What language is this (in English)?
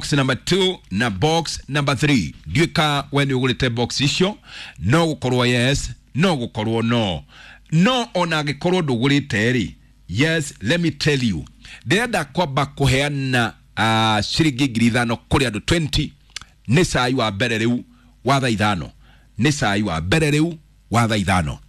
Kikuyu